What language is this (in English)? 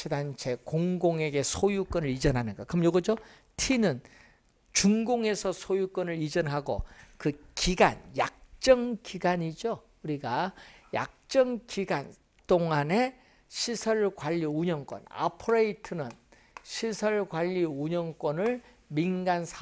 Korean